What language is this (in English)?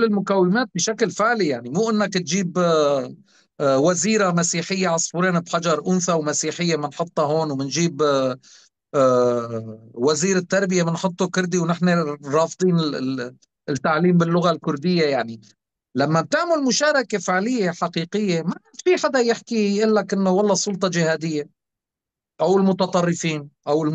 North Levantine Arabic